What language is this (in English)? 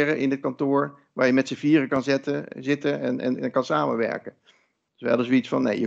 Dutch